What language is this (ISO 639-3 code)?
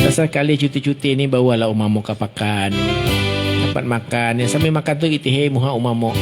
bjn